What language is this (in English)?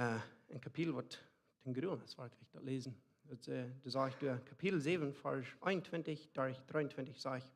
Plautdietsch